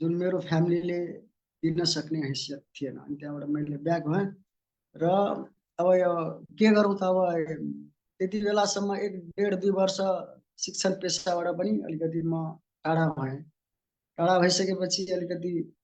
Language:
Nepali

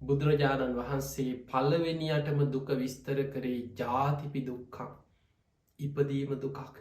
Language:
Sinhala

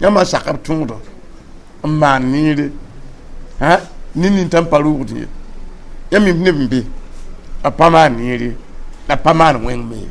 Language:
Mossi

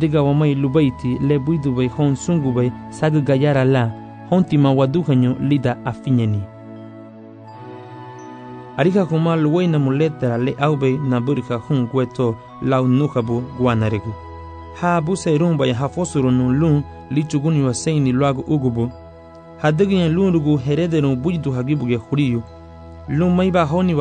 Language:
Garifuna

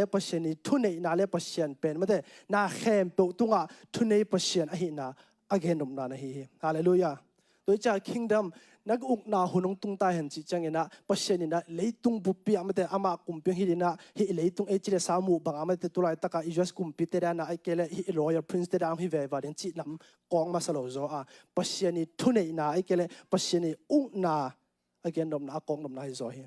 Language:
Tedim Chin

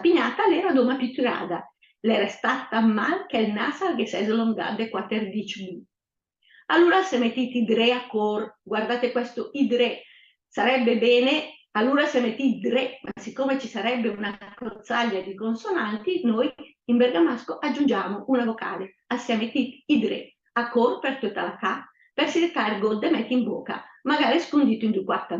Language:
Lombard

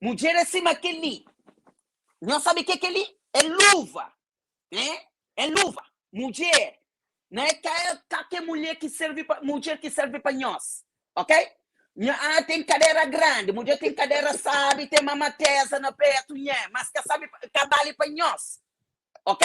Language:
Kabuverdianu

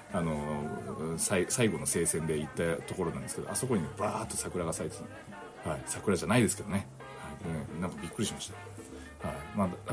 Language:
Japanese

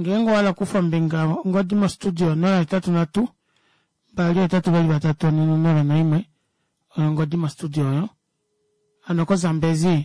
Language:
Kuanyama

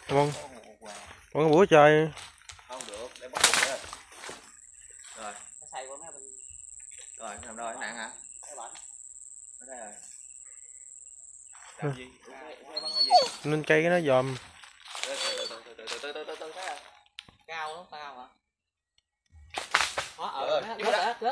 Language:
Vietnamese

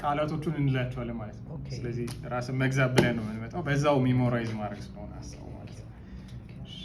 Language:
Amharic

